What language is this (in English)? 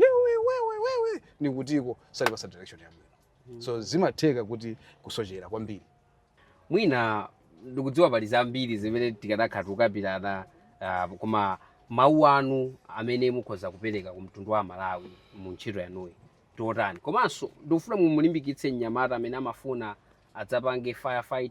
Nyanja